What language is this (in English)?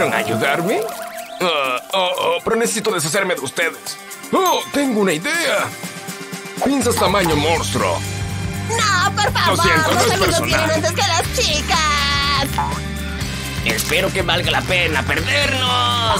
Spanish